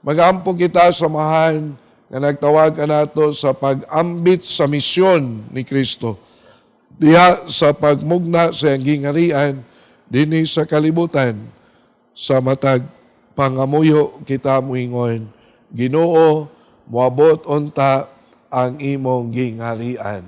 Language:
Cebuano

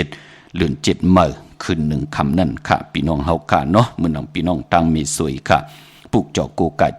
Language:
Shan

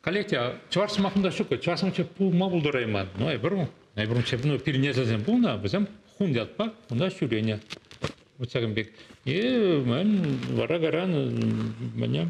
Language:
Chuvash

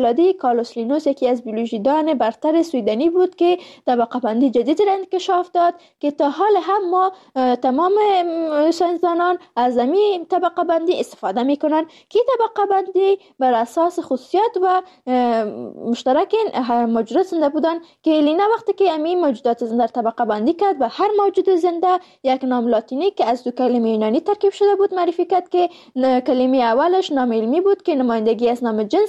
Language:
Persian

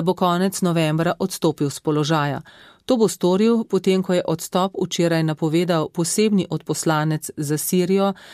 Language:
Slovenian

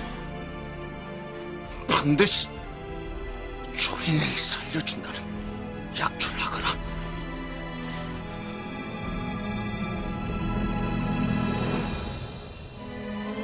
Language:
Korean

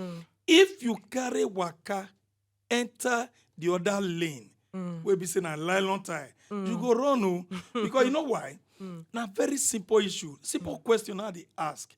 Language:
Nigerian Pidgin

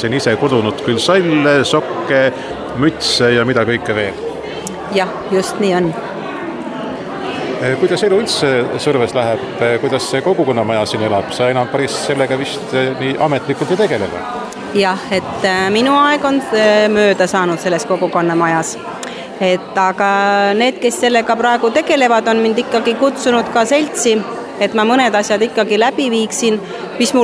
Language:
Estonian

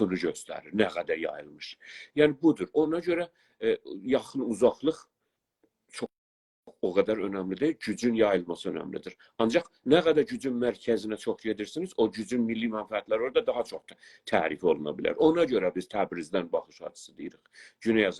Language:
South Azerbaijani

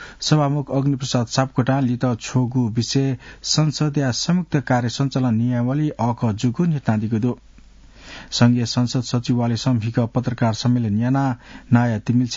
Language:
Newari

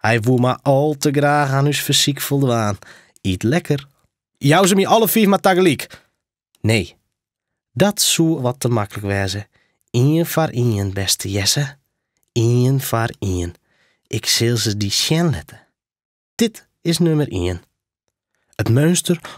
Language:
Western Frisian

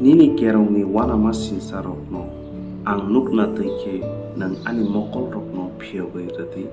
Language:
Kok Borok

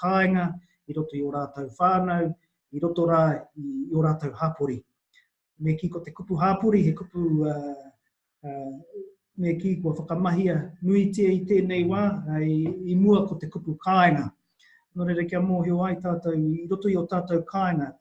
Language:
Māori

